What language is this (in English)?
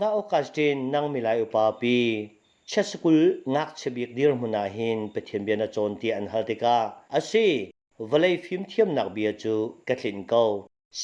Hakha Chin